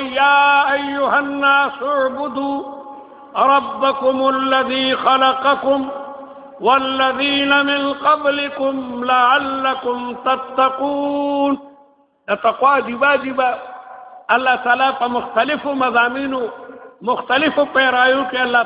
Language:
Pashto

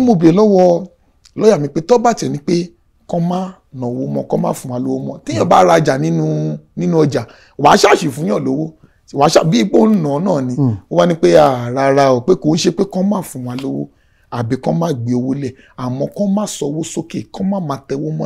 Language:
Yoruba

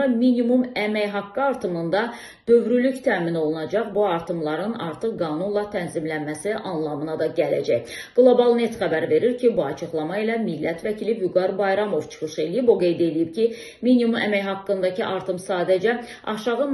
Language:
Azerbaijani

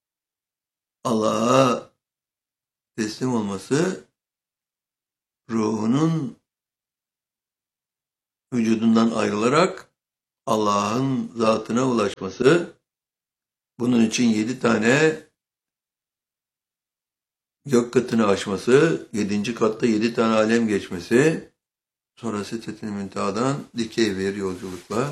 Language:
Turkish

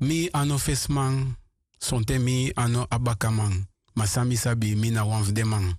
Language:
Sranan Tongo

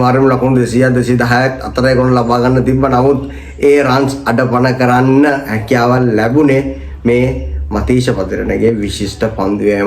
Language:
Sinhala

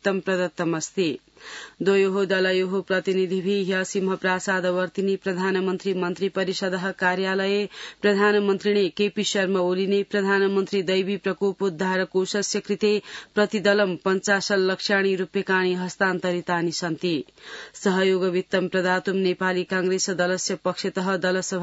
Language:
Sanskrit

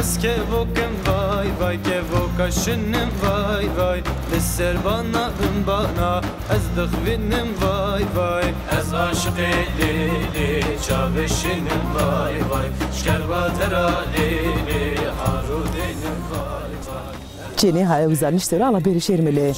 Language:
Zaza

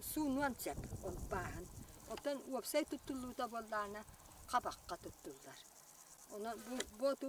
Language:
Yakut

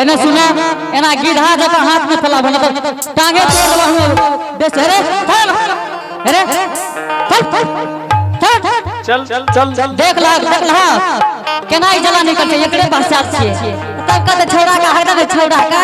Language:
Angika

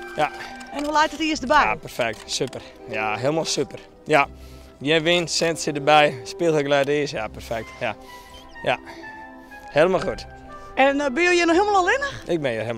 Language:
Western Frisian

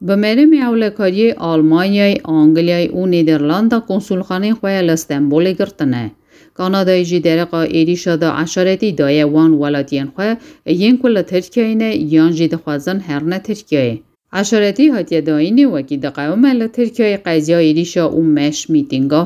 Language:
Kurdish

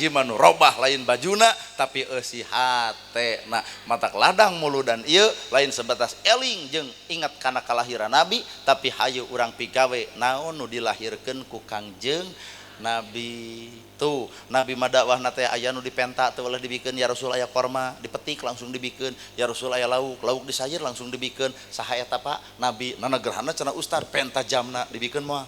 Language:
Sundanese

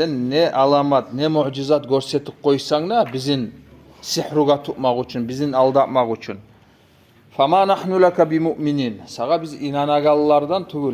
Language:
Kumyk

